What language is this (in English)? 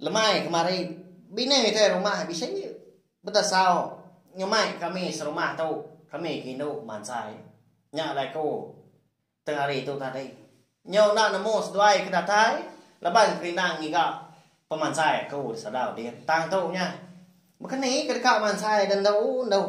Iban